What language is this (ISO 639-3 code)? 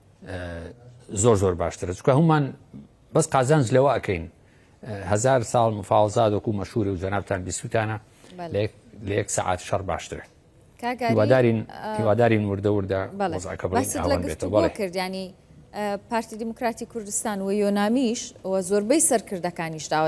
ckb